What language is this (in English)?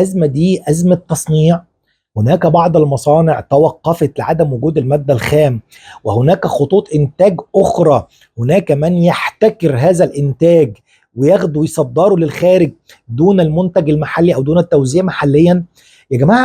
Egyptian Arabic